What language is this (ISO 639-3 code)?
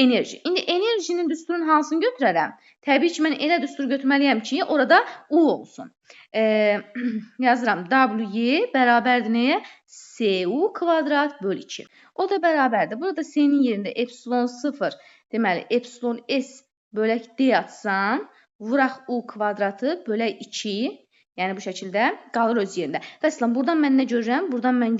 aze